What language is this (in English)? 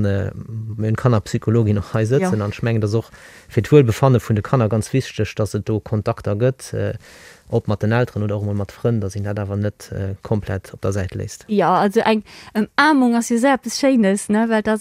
Luxembourgish